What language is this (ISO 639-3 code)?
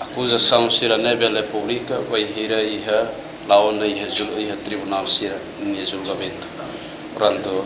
tet